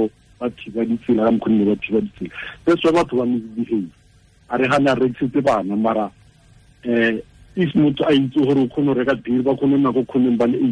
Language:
Tswana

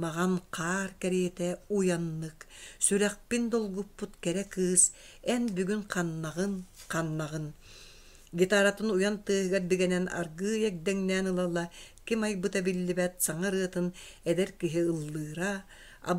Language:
Yakut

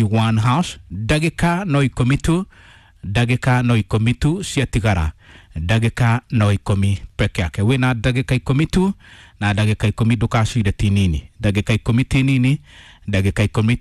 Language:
Kikuyu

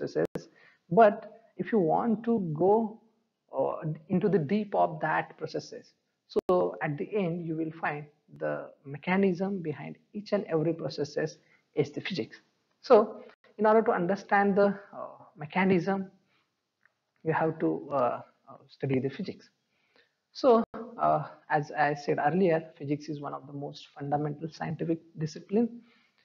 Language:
English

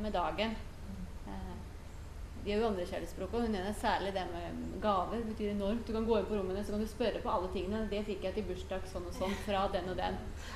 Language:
Norwegian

